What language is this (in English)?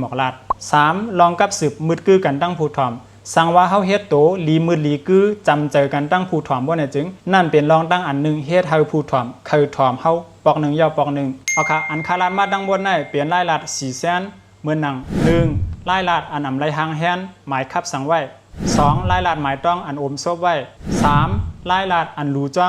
Shan